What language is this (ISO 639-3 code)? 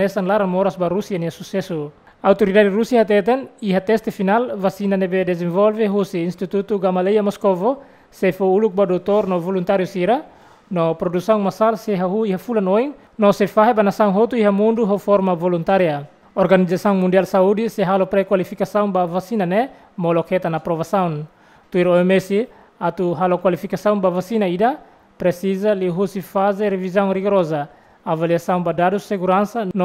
tet